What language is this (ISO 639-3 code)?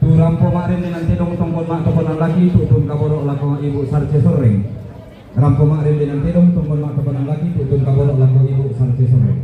sda